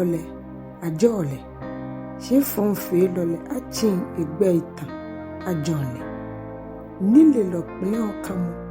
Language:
Ga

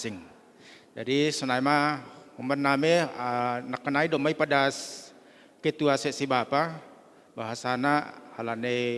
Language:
Batak Simalungun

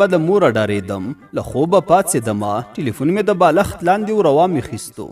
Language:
Pashto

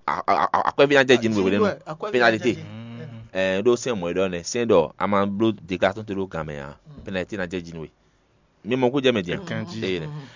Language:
Fon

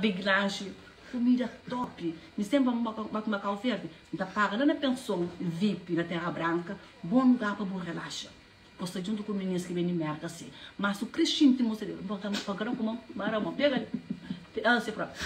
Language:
Kabuverdianu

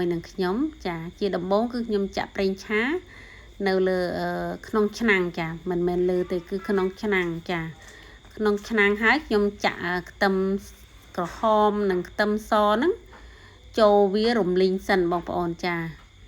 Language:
Khmer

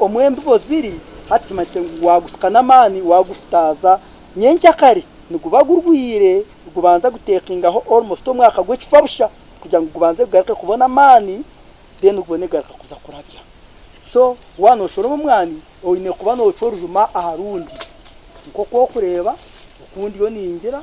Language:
Nyankole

